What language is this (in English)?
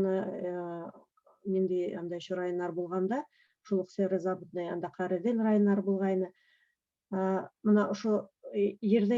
Bashkir